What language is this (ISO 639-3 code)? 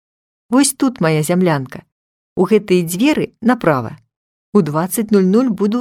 bel